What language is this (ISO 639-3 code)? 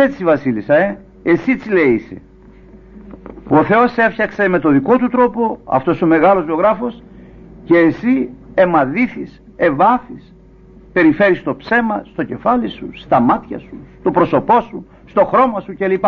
ell